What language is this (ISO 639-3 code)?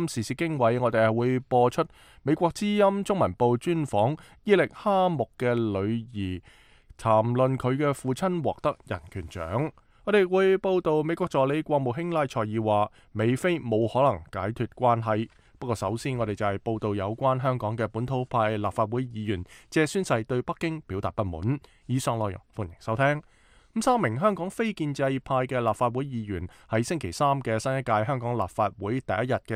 yue